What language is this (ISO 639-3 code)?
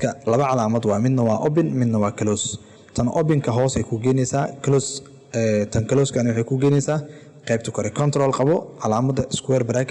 som